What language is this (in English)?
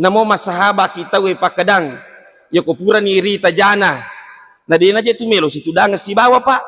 Buginese